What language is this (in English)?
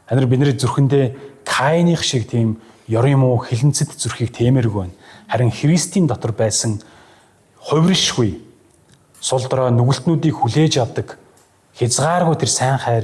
Mongolian